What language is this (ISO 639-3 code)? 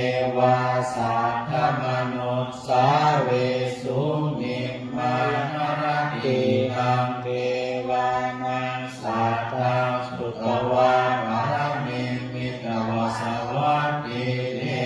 pli